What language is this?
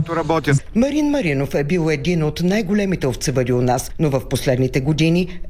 Bulgarian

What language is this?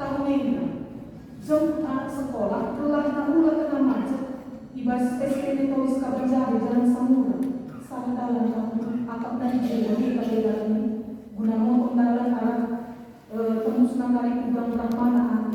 Batak Karo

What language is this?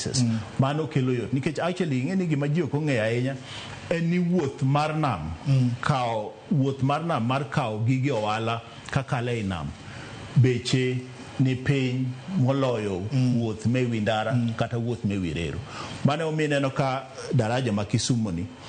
Luo (Kenya and Tanzania)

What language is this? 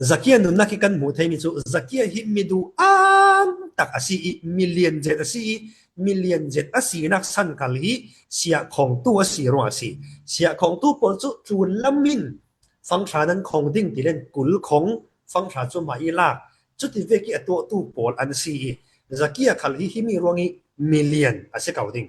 Falam Chin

